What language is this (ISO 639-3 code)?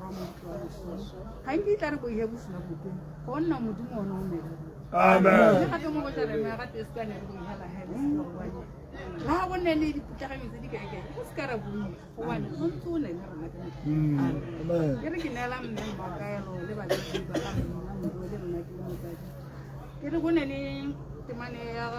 tsn